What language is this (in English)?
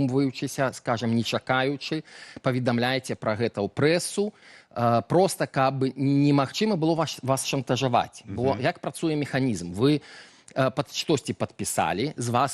Belarusian